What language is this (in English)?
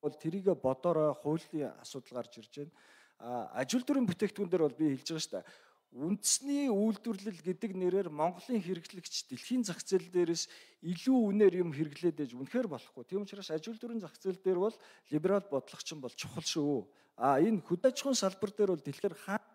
Mongolian